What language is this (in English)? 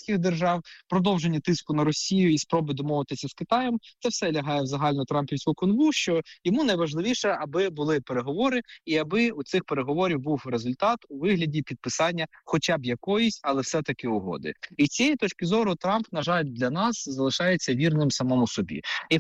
Ukrainian